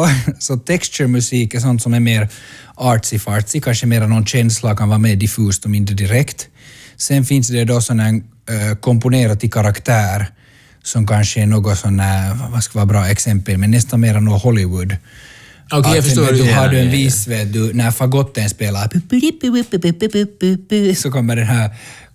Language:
Swedish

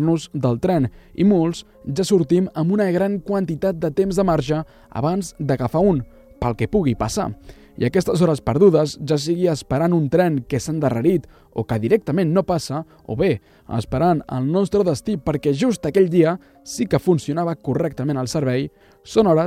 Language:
Catalan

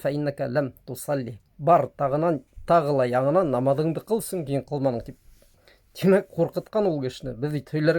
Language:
Bashkir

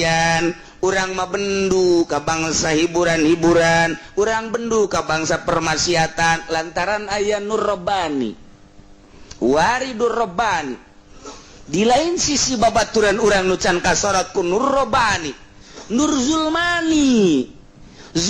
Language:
Sundanese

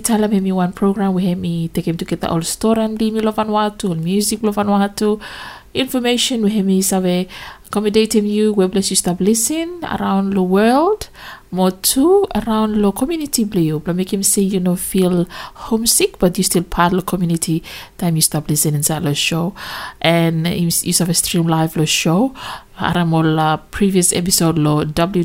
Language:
Bislama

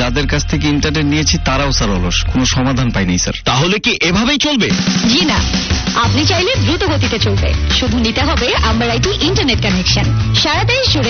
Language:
Bangla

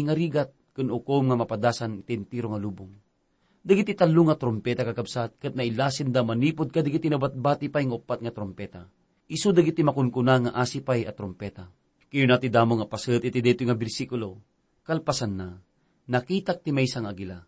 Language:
Iloko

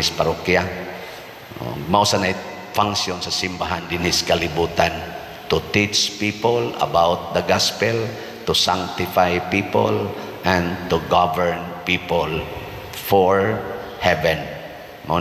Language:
Cebuano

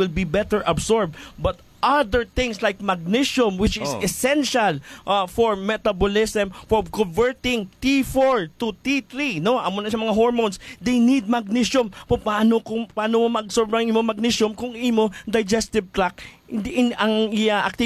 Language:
Hiligaynon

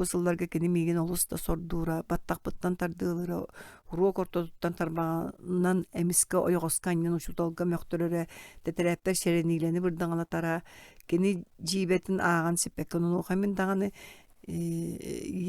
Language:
Yakut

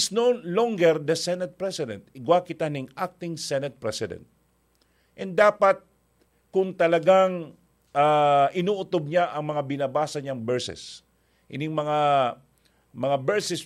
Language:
Bikol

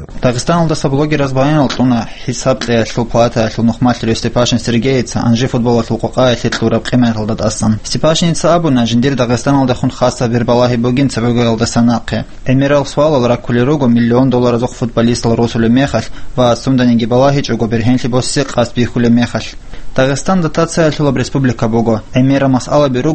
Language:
Avaric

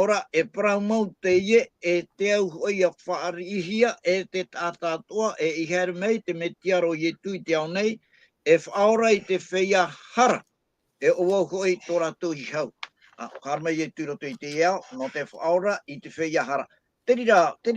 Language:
Tahitian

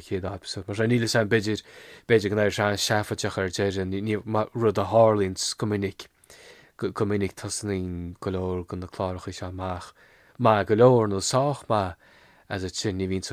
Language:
Irish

